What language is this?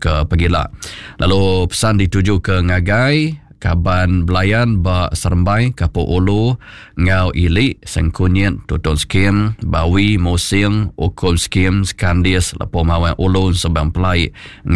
Iban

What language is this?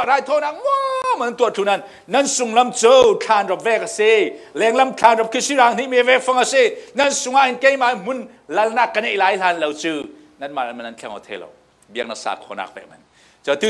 Falam Chin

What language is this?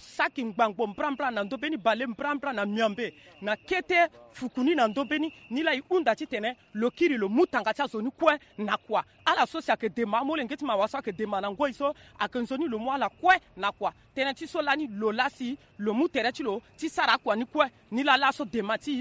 Sango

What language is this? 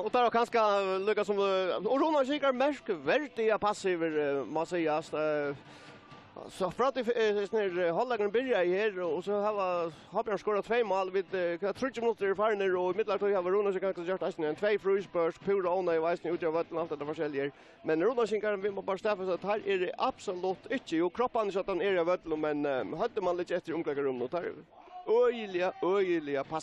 Faroese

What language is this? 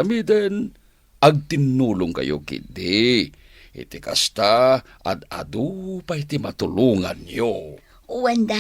Iloko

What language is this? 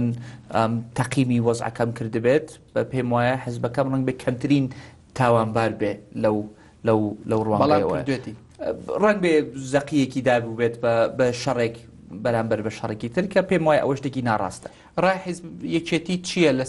Central Kurdish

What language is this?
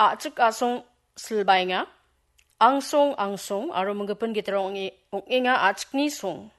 Garo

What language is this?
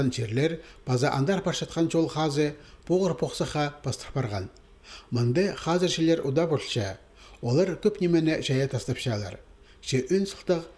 Khakas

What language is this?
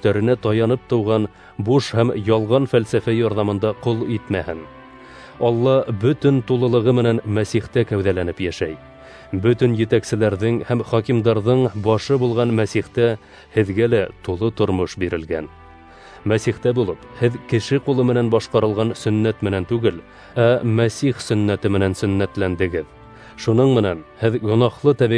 Bashkir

